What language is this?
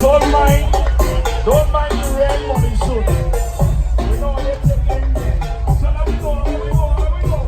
Jamaican Creole English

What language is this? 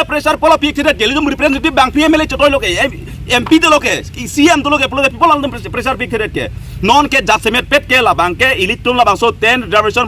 Karbi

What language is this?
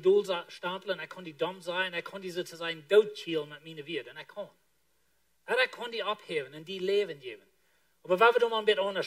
Plautdietsch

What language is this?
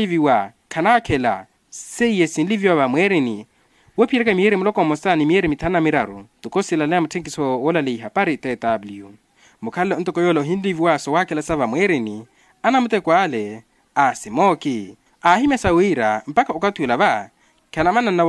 Makhuwa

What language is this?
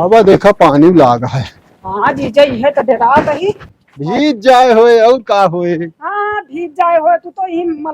Awadhi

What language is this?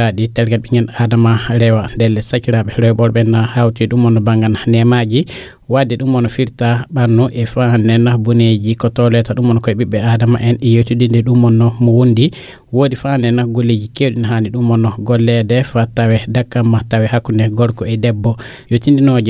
Fula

